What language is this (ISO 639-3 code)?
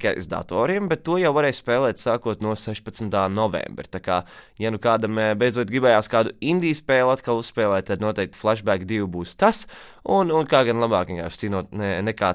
lav